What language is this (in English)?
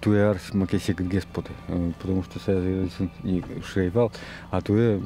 Udmurt